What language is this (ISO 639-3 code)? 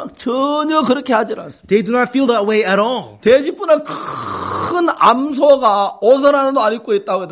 kor